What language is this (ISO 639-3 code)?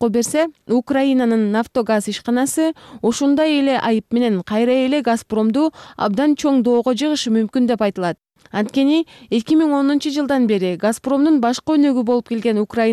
kir